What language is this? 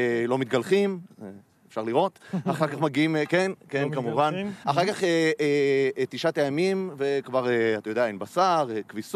Hebrew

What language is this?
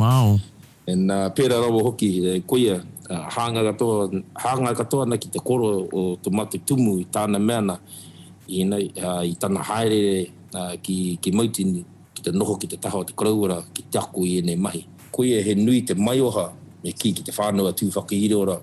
Māori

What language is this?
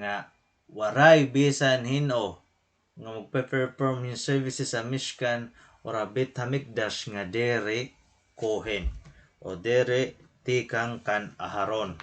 Waray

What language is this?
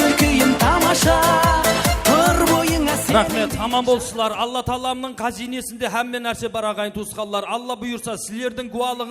Kara-Kalpak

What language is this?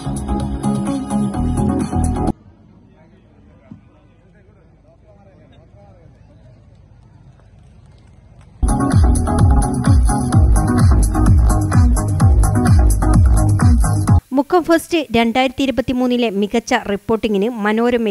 Malayalam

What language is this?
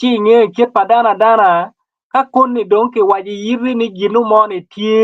Acoli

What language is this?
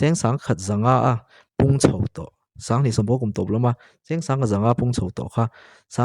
Mizo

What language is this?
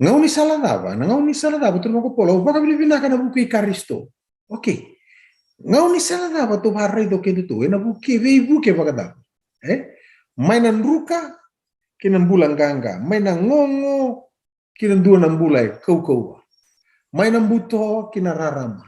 Fijian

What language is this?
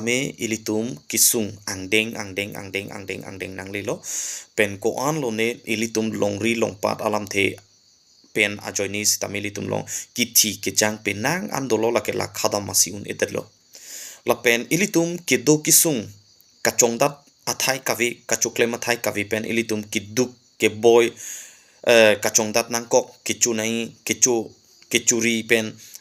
Karbi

